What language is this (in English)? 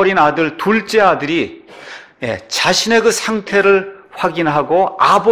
Korean